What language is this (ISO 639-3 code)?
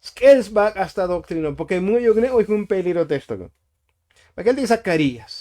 tzo